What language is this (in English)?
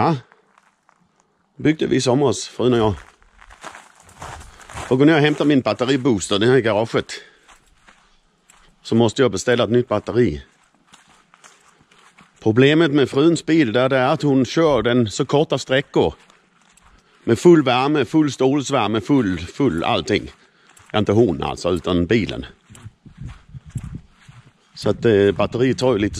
Swedish